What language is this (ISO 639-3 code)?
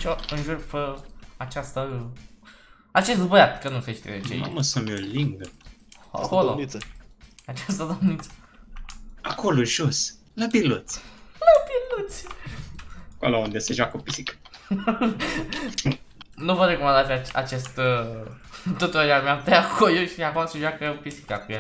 ron